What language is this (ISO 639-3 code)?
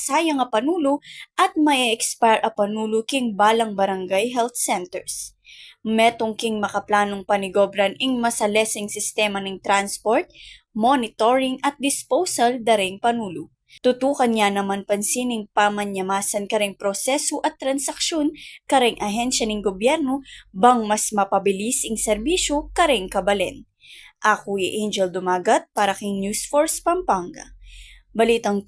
pam